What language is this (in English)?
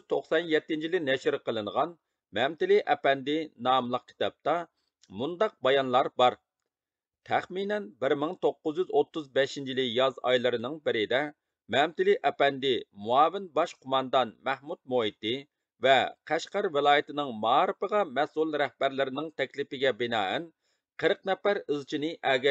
Uyghur